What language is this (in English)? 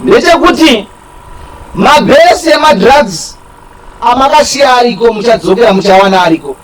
Shona